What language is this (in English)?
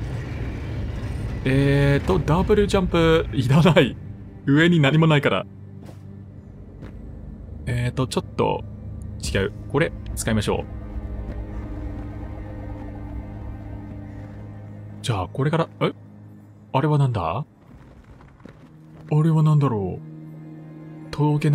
Japanese